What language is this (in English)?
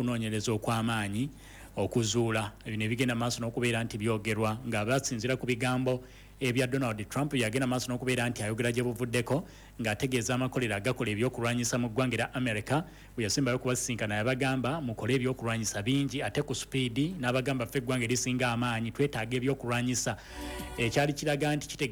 Ganda